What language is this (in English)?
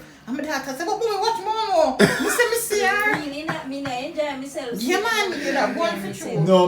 Jamaican Creole English